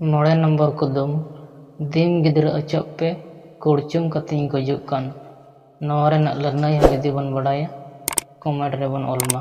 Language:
Santali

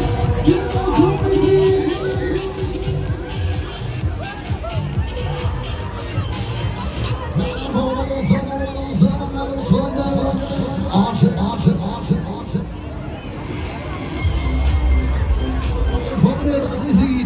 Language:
German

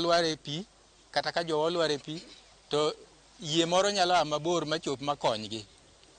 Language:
Luo (Kenya and Tanzania)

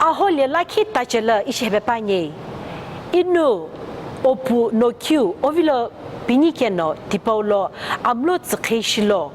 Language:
Sumi Naga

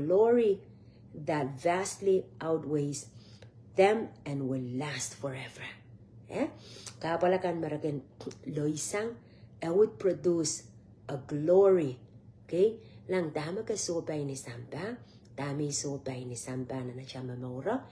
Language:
Pohnpeian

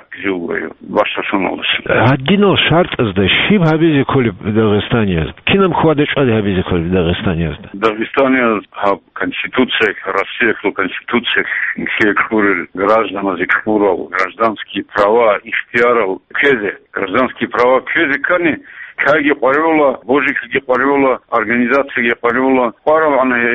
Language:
Avaric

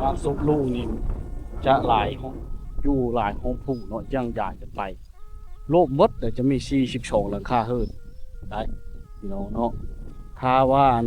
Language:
Lao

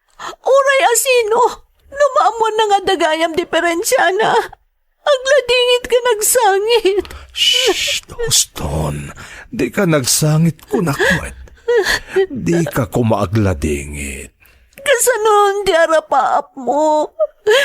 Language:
Iloko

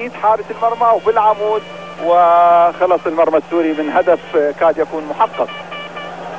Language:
Arabic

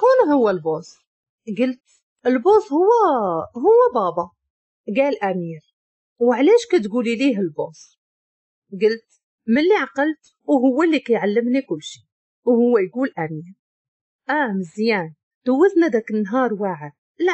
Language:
Moroccan Arabic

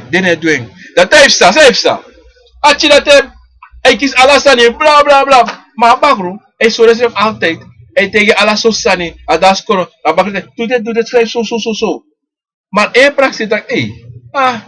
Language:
Sranan Tongo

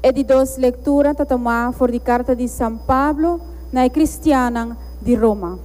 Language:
Papiamento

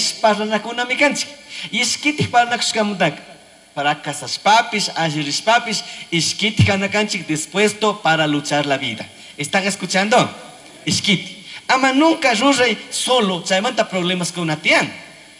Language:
Chimborazo Highland Quichua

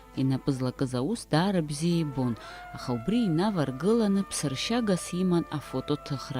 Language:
Abkhazian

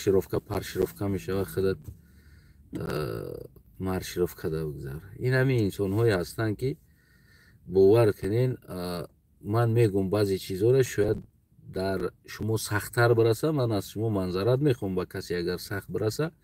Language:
Tajik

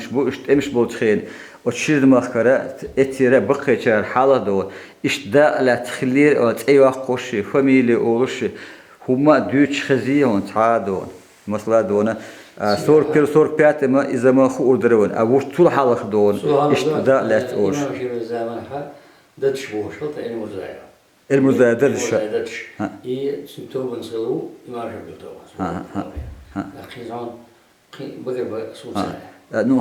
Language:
Chechen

